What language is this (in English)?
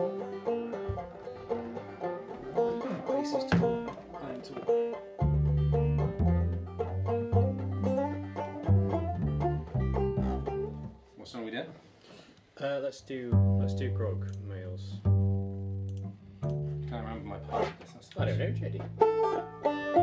English